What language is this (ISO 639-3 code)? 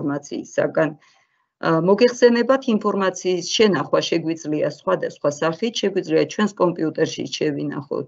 kat